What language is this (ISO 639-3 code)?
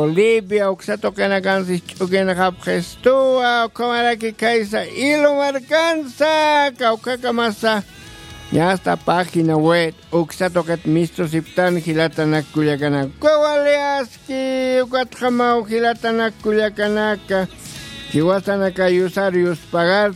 aym